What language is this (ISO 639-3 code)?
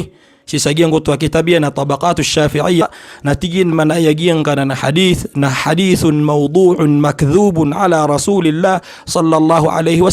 mrw